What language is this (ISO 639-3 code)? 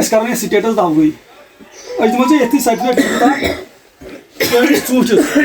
kas